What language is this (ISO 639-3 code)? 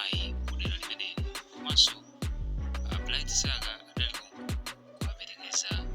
nya